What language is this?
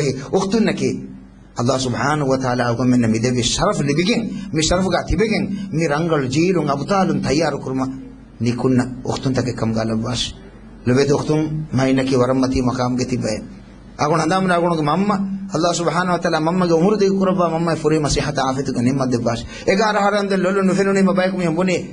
Divehi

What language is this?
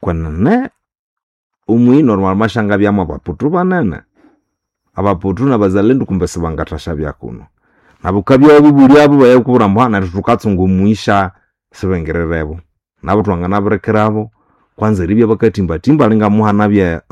Nande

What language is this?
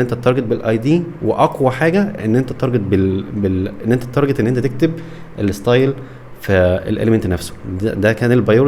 Egyptian Arabic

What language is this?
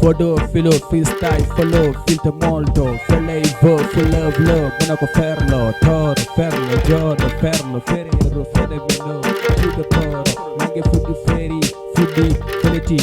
Fula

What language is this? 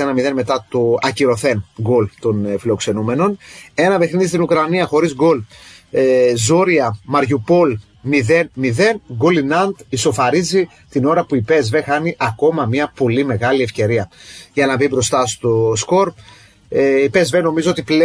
Greek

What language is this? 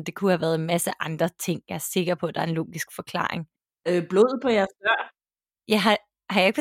Danish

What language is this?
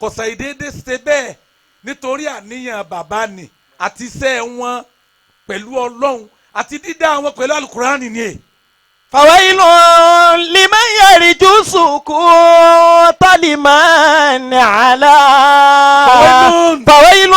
Yoruba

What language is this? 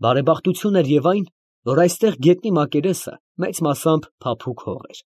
Armenian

